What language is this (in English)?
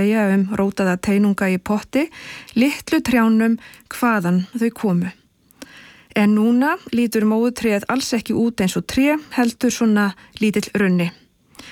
Icelandic